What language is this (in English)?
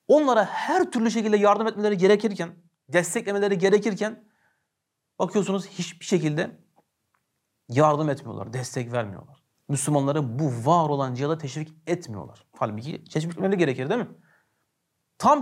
Turkish